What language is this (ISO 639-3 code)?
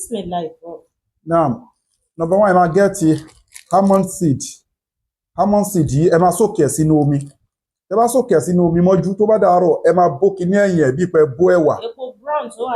yor